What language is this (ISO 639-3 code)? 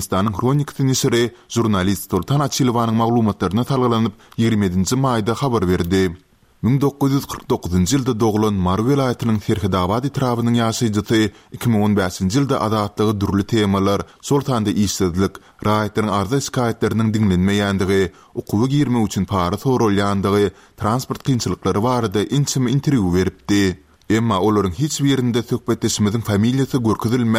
tuk